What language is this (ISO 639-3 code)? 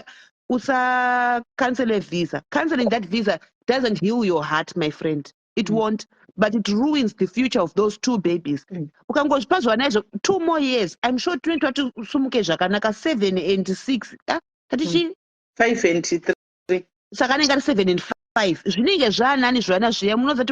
sna